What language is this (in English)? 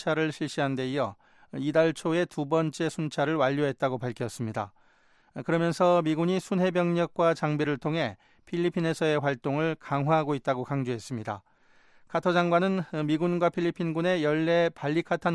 Korean